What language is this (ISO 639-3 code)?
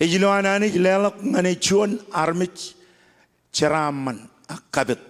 mah